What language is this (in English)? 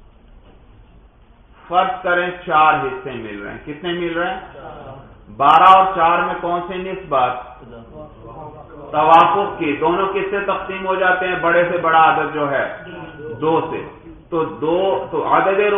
Urdu